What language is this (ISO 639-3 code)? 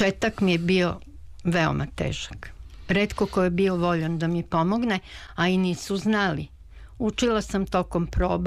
srp